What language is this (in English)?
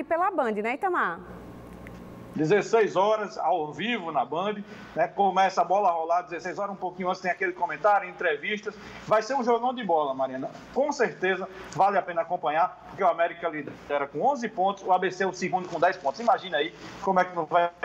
Portuguese